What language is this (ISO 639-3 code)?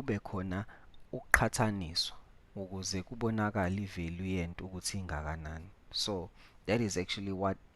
zul